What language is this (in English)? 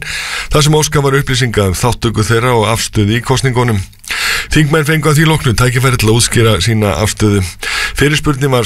Icelandic